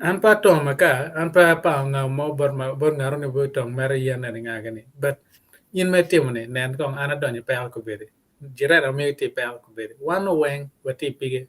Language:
Acoli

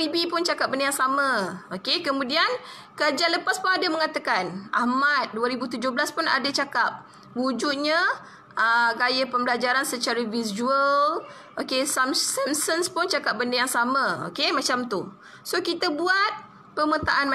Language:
Malay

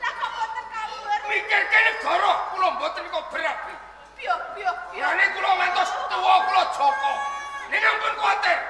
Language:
Javanese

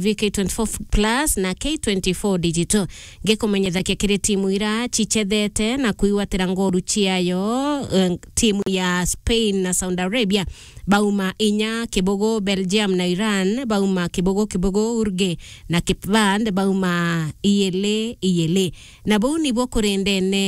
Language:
Meru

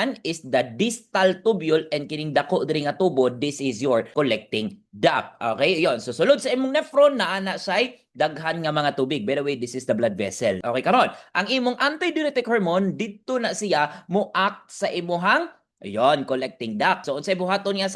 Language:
Cebuano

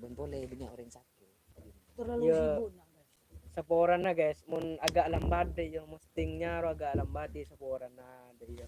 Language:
Madurese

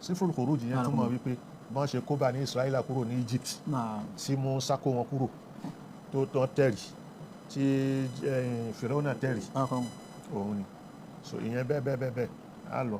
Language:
Yoruba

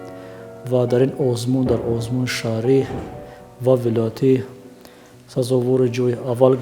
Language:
Tajik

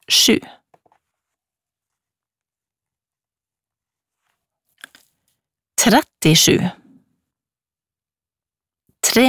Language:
Norwegian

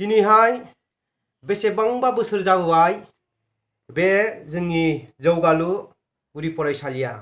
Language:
Bodo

